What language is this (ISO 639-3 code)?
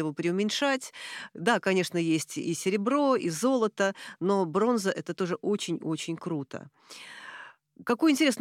rus